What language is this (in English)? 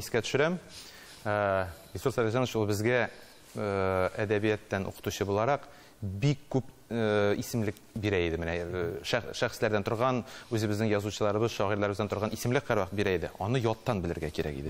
Tatar